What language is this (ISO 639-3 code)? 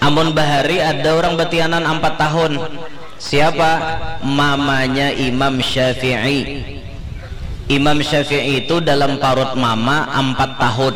bjn